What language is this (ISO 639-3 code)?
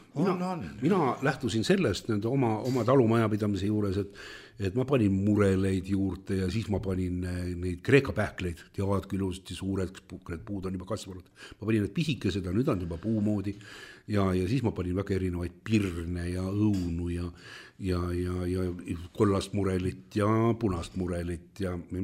est